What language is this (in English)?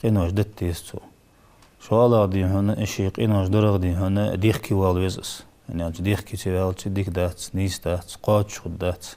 Ingush